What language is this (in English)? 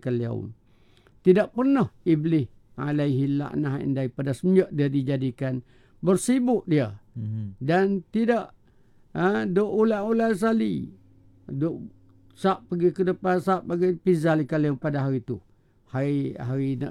Malay